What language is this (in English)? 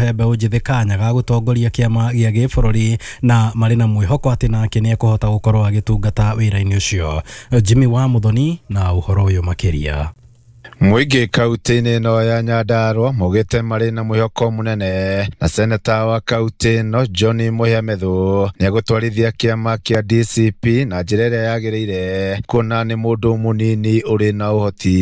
Kikuyu